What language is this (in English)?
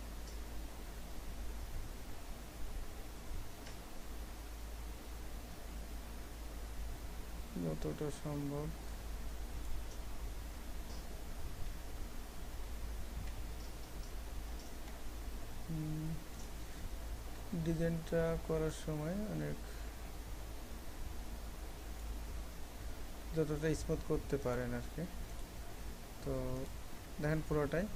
Bangla